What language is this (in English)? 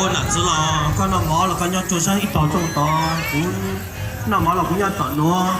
Hmong